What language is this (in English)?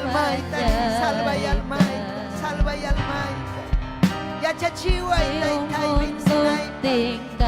Ayacucho Quechua